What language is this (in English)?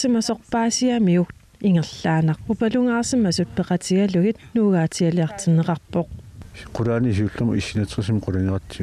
Kalaallisut